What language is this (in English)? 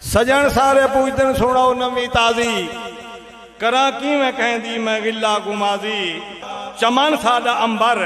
Saraiki